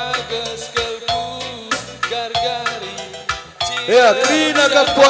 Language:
Batak Karo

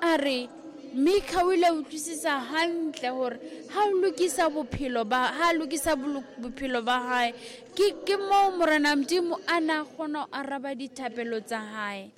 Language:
Southern Sotho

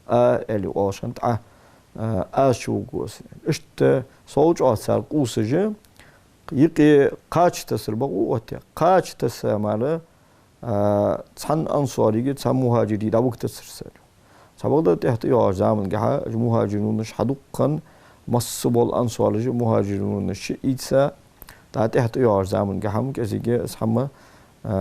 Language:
Ingush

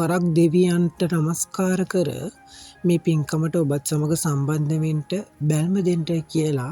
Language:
Sinhala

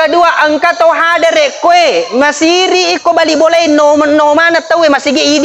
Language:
Buginese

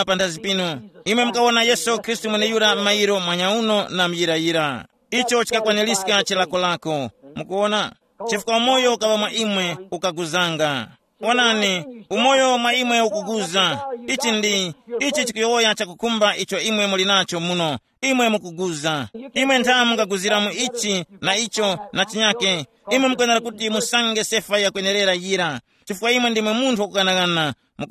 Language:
Tumbuka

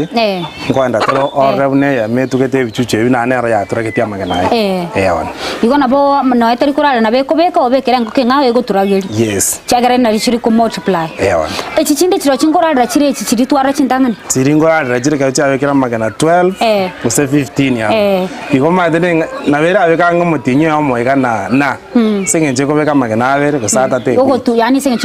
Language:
Gusii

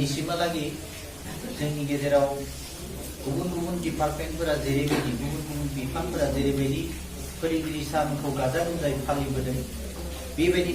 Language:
Bodo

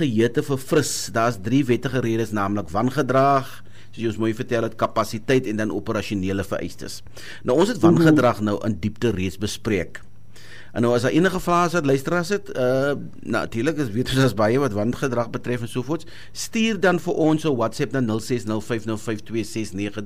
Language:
Afrikaans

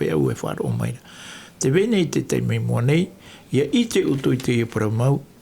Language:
Tahitian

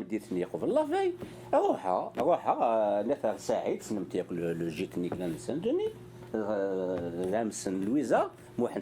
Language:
Kabyle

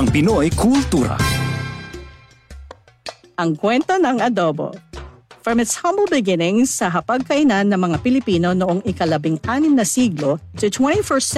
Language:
Filipino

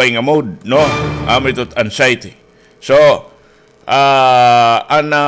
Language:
Waray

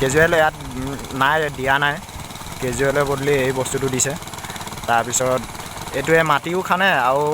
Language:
Assamese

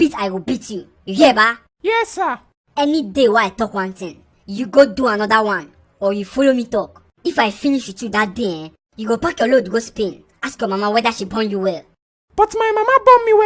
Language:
Nigerian Pidgin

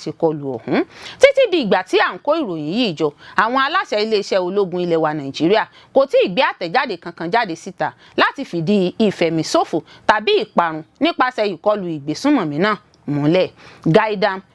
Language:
Yoruba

